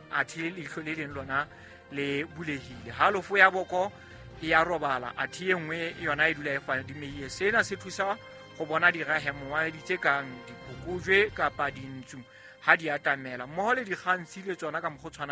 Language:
Southern Sotho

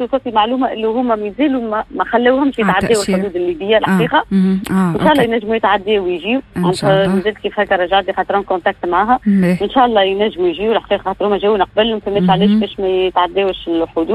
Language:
Tunisian Arabic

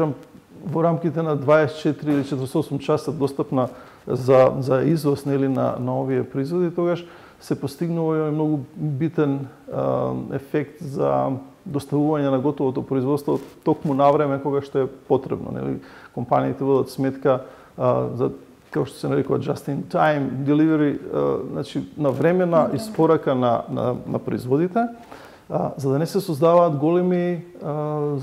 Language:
Macedonian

